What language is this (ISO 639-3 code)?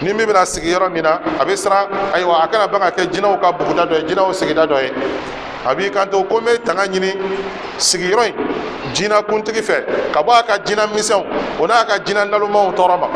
bam